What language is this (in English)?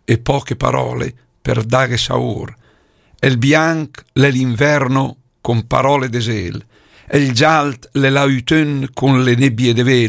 Lombard